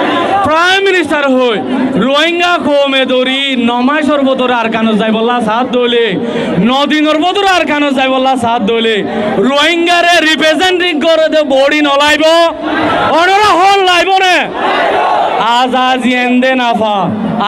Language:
Rohingya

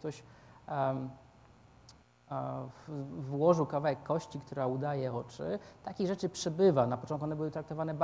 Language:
Polish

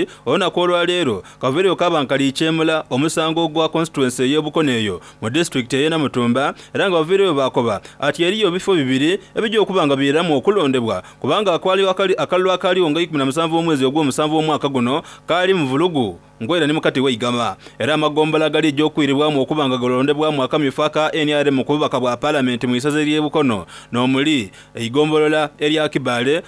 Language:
Soga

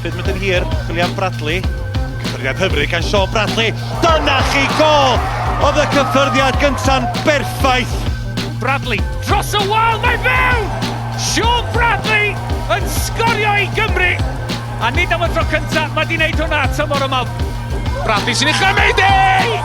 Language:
Welsh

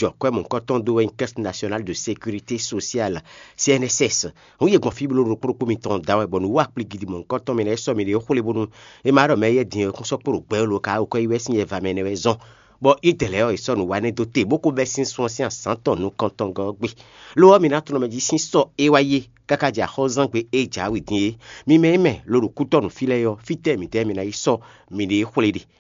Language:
Fon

